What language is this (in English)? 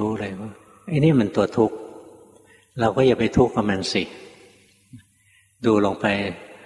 Thai